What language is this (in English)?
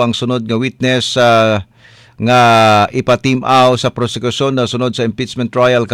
Cebuano